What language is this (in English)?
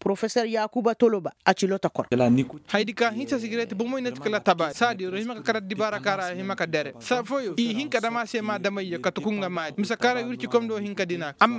Koyraboro Senni